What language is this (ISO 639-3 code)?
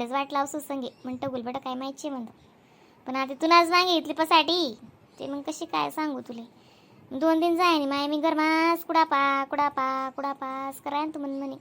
khn